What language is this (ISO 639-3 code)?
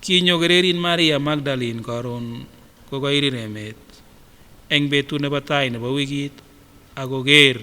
sgc